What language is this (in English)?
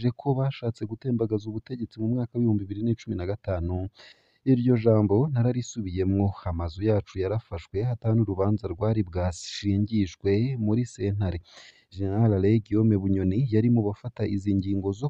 Rundi